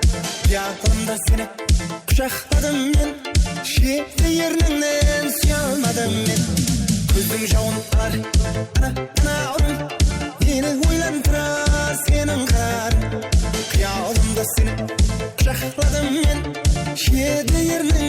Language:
Kara-Kalpak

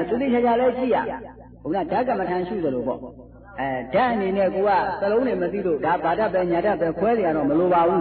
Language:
Burmese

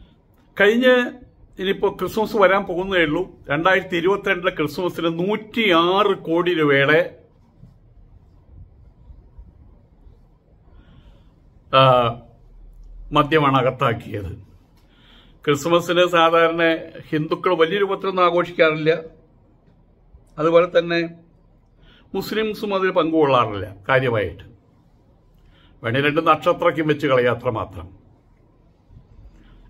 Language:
Malayalam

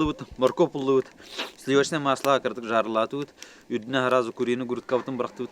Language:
Yakut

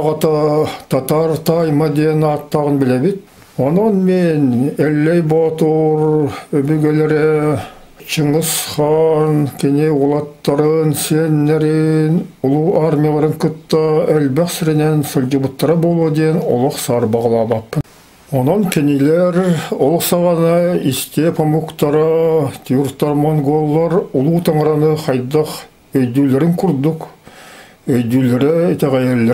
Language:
Yakut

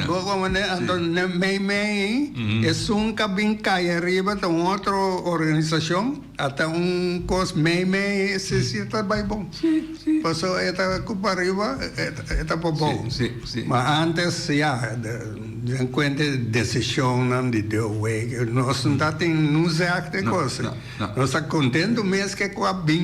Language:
Papiamento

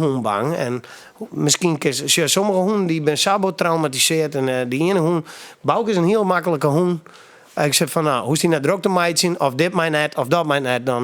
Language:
Western Frisian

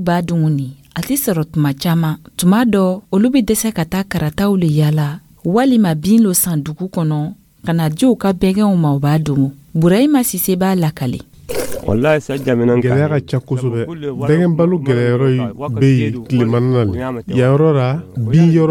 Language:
Dyula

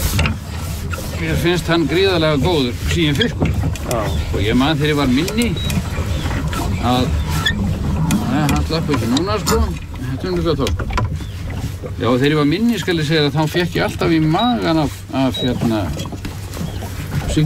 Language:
Icelandic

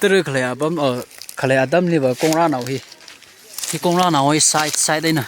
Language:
Tangkhul Naga (India)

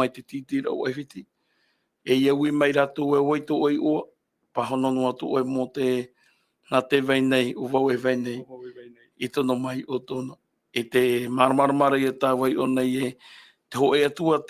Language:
Tahitian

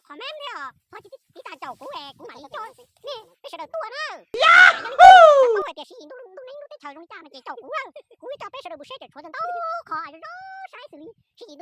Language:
Hmong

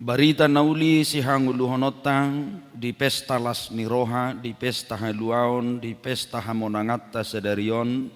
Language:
Batak Toba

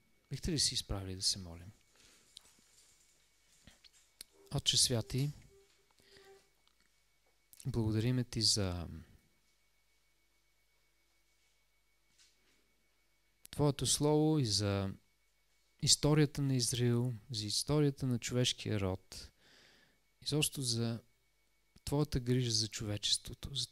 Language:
Bulgarian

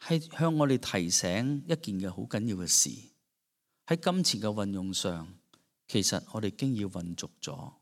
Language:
Cantonese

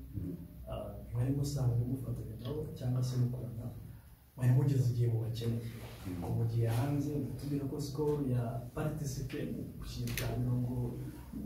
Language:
Kinyarwanda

